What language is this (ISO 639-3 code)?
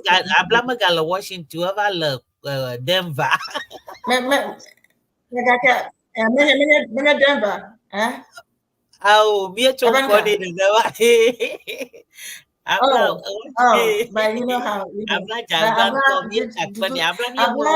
ewe